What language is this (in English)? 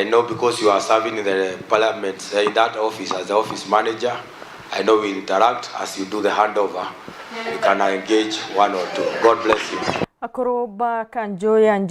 Meru